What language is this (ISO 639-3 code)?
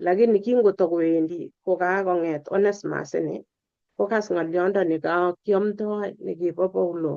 kln